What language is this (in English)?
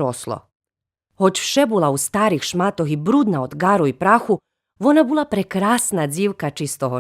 Rusyn